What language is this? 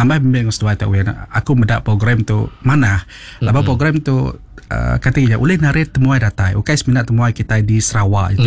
Iban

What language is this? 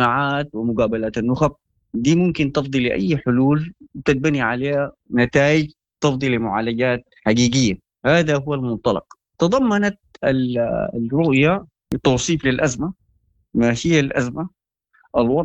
Sudanese Arabic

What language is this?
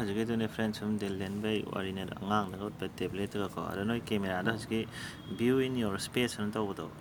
Manipuri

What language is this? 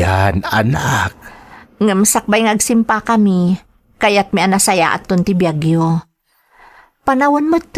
Iloko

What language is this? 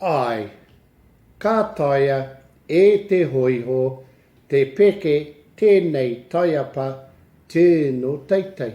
Māori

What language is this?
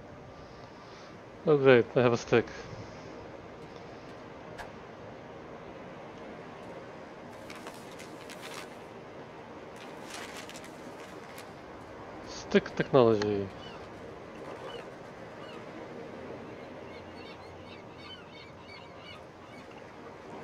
English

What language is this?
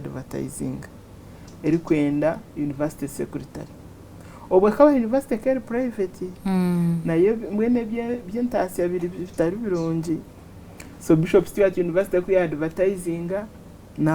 Nyankole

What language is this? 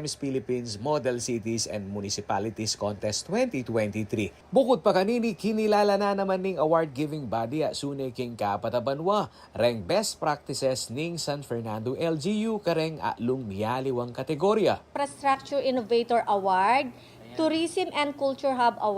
Pampanga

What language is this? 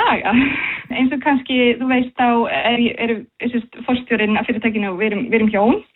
Icelandic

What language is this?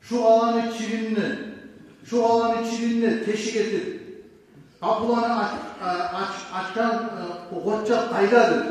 Kumyk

